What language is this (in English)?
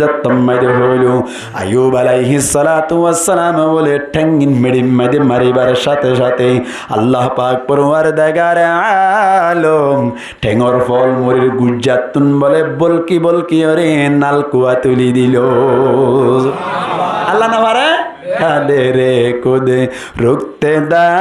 Rohingya